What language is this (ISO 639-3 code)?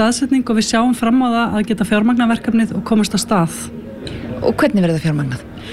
isl